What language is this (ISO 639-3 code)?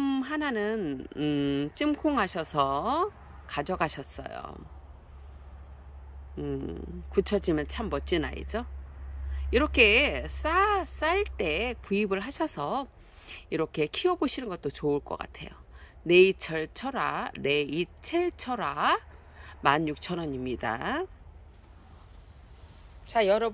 kor